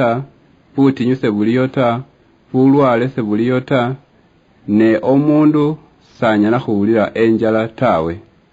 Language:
Luyia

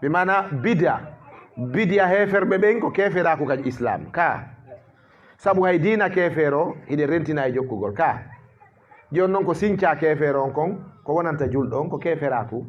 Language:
Fula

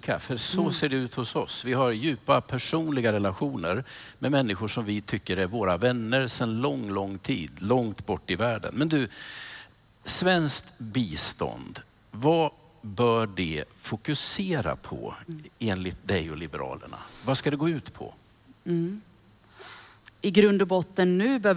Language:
Swedish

